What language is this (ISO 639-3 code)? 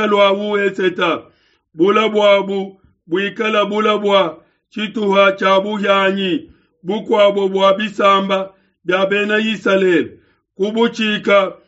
lua